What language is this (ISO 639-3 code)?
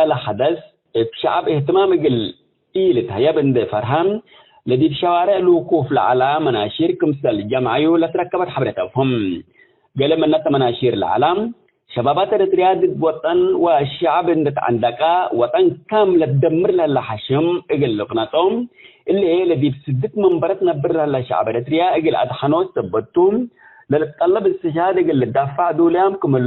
tig